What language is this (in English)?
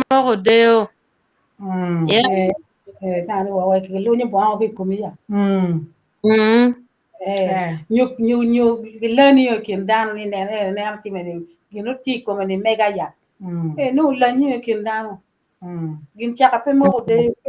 Acoli